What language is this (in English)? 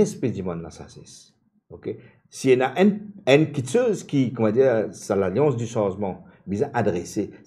Morisyen